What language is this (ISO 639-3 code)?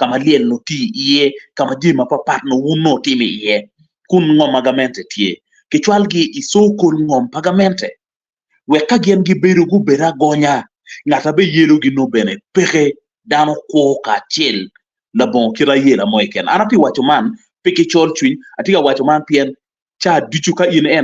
ach